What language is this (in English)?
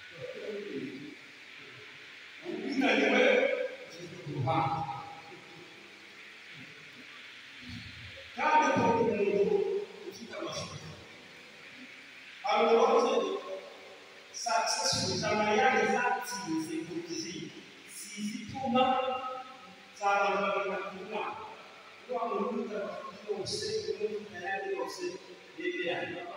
Kinyarwanda